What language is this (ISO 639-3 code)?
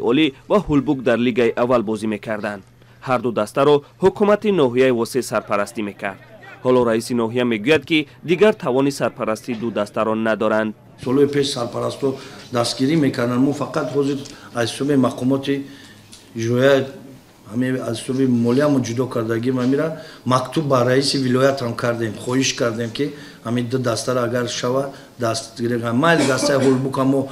tgk